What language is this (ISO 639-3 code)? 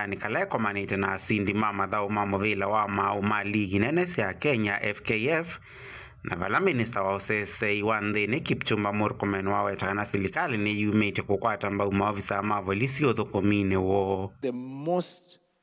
kam